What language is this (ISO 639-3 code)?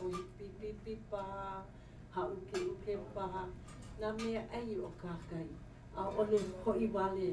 haw